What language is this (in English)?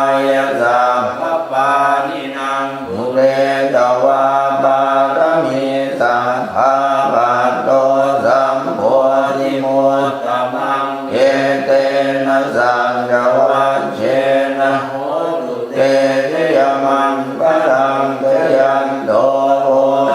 Pali